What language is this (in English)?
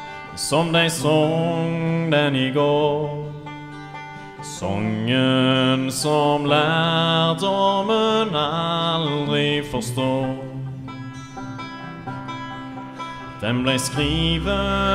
Norwegian